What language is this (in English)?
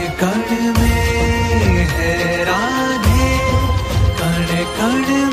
Hindi